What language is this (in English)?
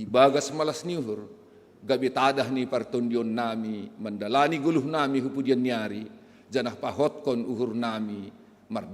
Batak Simalungun